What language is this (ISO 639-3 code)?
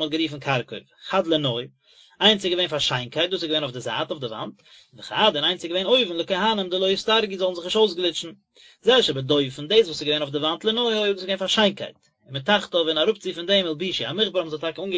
yid